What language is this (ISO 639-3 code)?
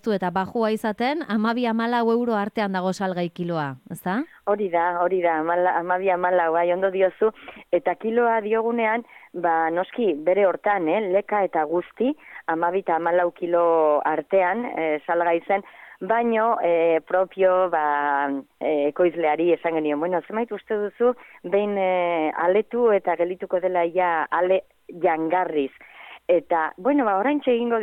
eus